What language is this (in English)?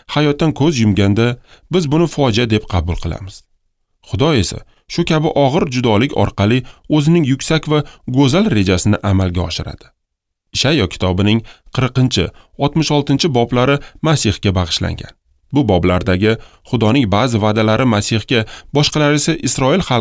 Uzbek